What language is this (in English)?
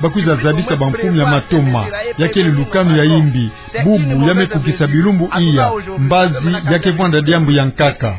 Kituba (Democratic Republic of Congo)